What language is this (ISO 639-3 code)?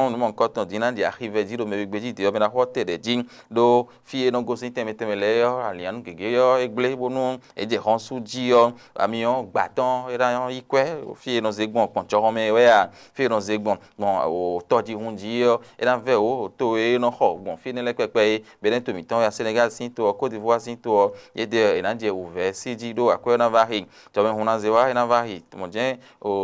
fon